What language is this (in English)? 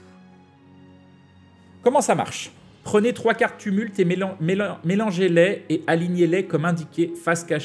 French